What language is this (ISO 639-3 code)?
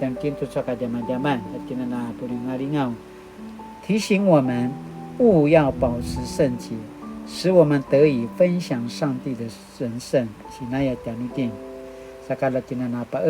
pwn